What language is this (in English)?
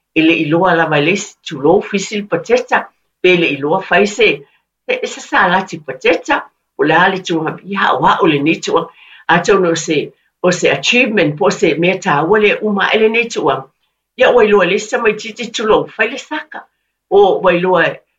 Samoan